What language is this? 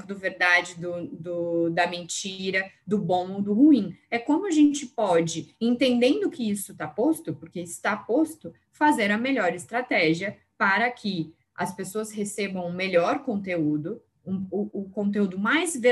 Portuguese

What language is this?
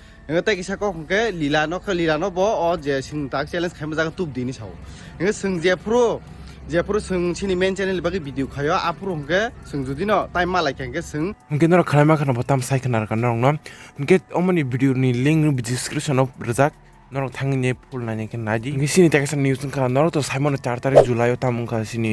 Kok Borok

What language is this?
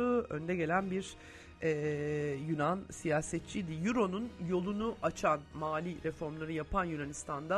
Turkish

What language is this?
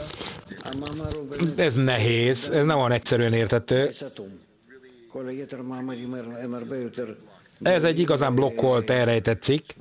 Hungarian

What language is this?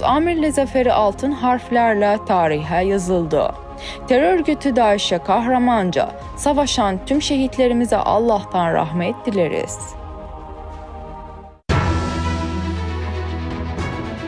Turkish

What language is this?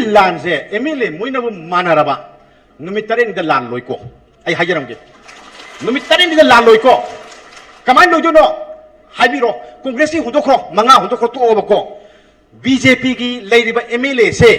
Manipuri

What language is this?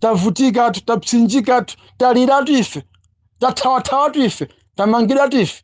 Nyanja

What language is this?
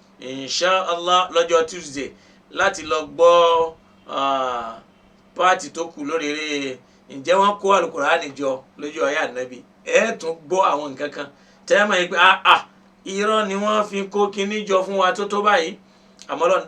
Yoruba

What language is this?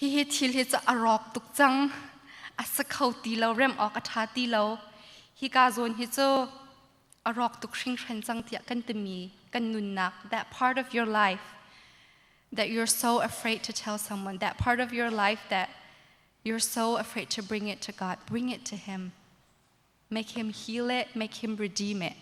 Hakha Chin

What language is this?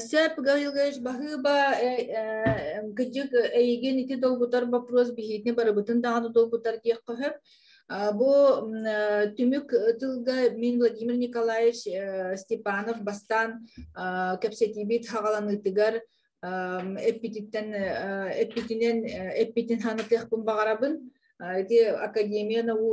Yakut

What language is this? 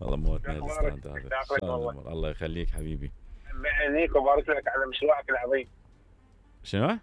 Mesopotamian Arabic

